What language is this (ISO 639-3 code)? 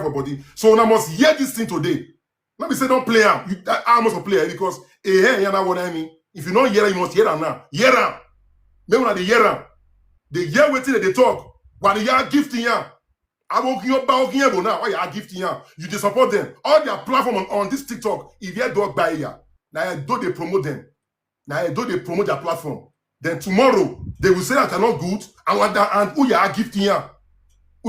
pcm